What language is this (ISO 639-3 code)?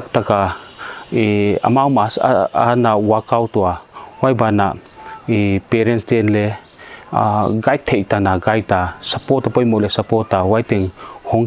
pck